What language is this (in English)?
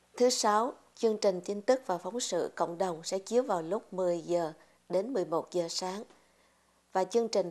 Vietnamese